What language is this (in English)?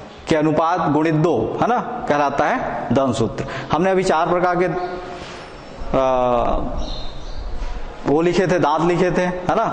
Hindi